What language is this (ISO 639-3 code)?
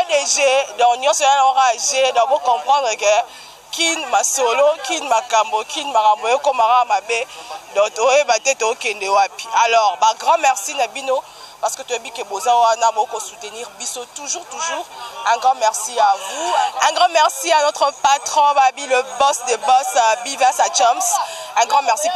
lin